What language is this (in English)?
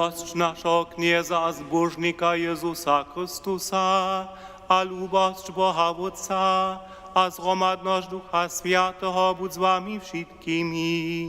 Upper Sorbian